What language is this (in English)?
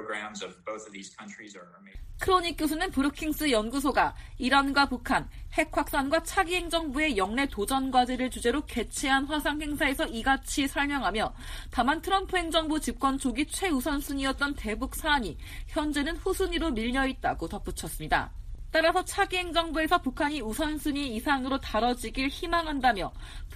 Korean